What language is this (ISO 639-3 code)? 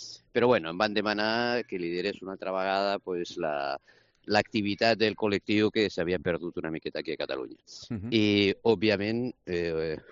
cat